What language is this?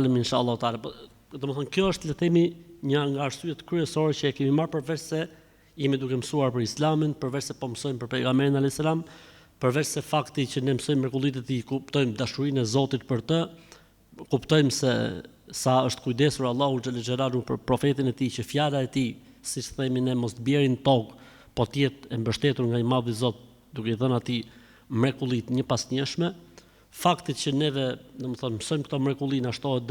Albanian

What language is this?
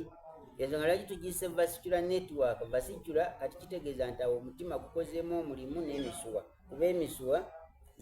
Soga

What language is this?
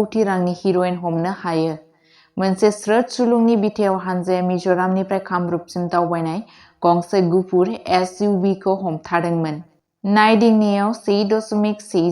Bodo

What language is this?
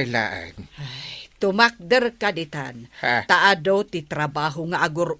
Iloko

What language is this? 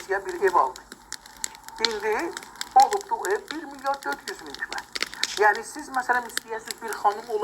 South Azerbaijani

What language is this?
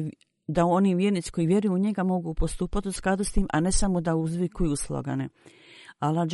Bosnian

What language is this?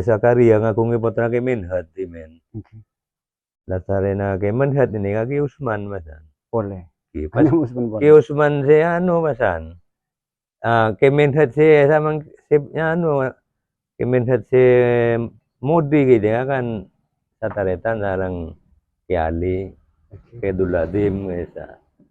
Madurese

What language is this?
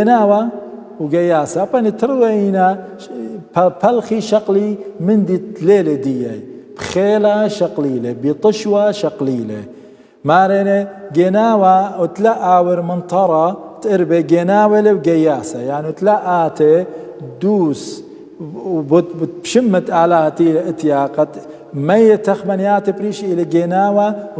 Assyrian Neo-Aramaic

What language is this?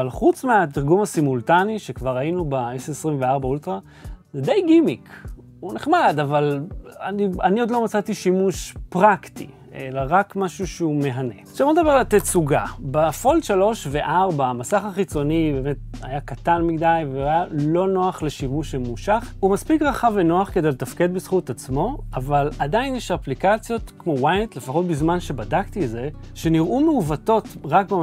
Hebrew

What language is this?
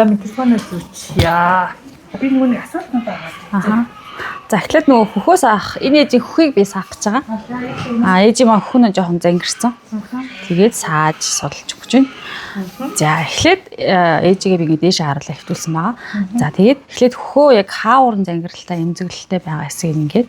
Mongolian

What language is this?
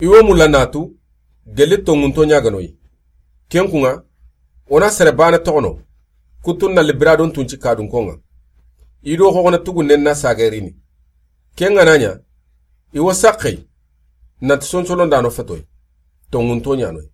Soninke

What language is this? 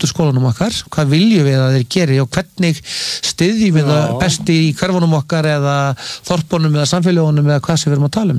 Icelandic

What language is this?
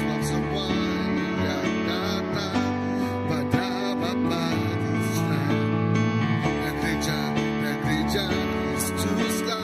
Iban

